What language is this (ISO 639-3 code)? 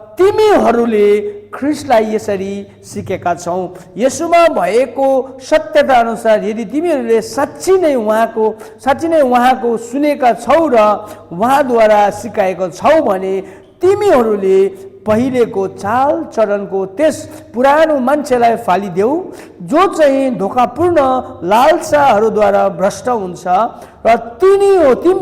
nep